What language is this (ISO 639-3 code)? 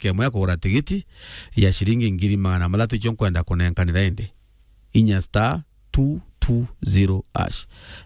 mer